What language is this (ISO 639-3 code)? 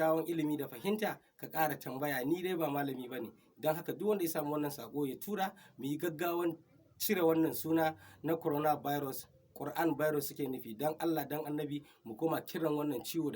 hau